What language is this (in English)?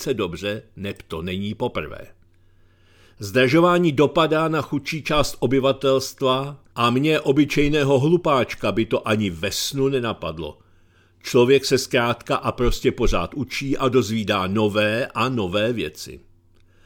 Czech